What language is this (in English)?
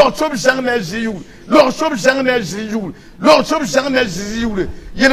Mossi